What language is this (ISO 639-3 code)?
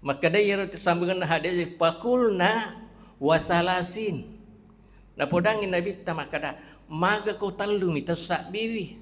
bug